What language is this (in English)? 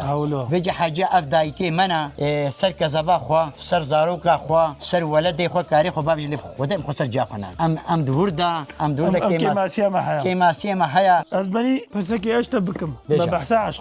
Kurdish